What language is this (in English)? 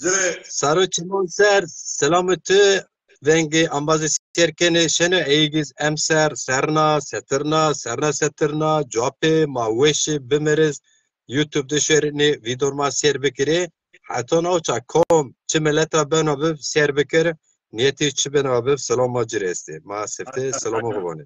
Zaza